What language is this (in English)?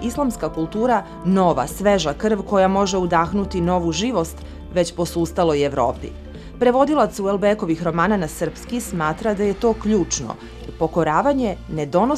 Serbian